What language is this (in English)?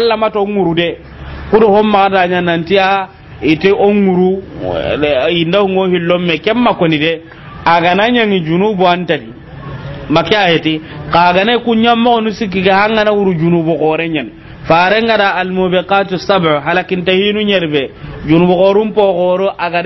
Soninke